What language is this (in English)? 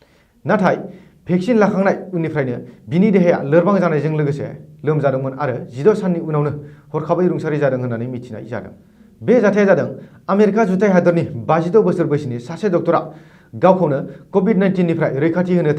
Bodo